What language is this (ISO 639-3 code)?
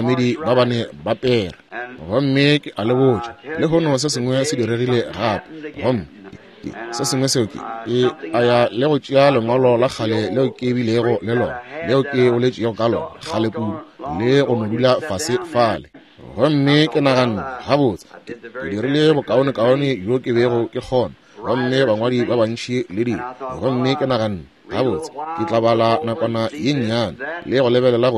nso